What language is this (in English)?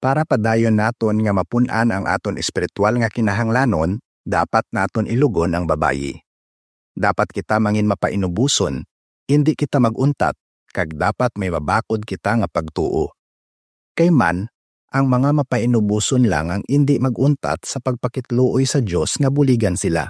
Hiligaynon